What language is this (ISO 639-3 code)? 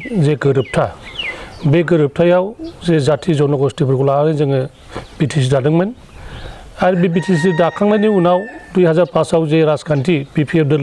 brx